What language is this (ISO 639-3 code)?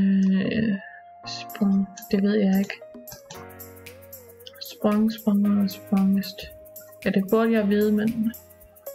dan